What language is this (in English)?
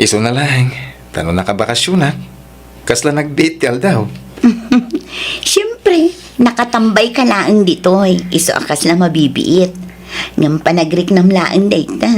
Iloko